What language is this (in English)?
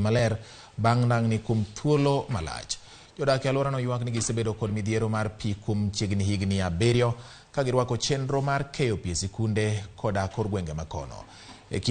Luo (Kenya and Tanzania)